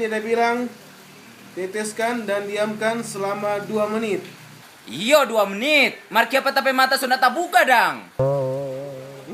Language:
Manado Malay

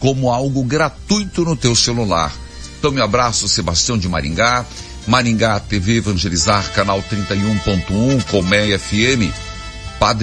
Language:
Portuguese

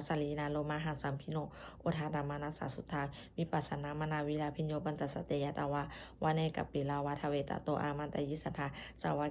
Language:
Pali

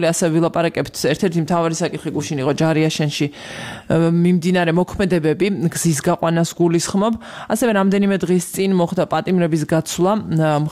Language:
Georgian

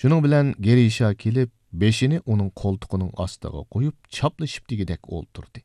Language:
Uyghur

